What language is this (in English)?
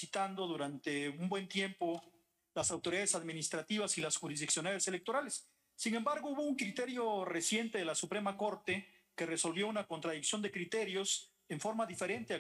Spanish